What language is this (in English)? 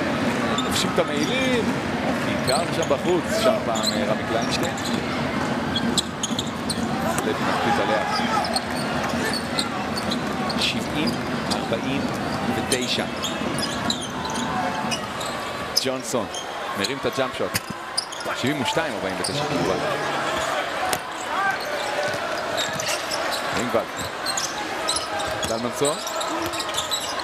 Hebrew